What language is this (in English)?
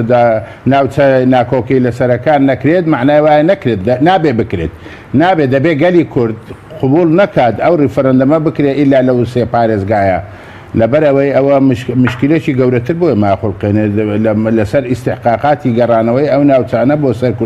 Central Kurdish